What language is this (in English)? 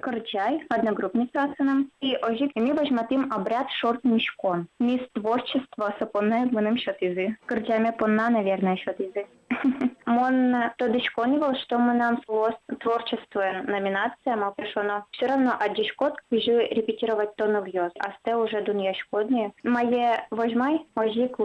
Udmurt